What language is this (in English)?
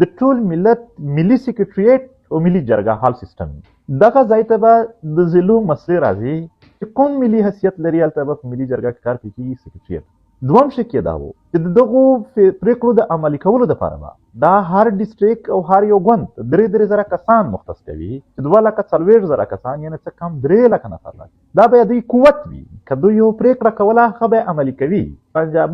Pashto